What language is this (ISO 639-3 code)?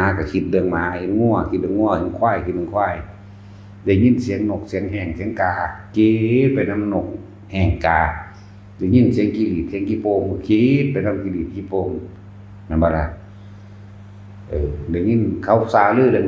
tts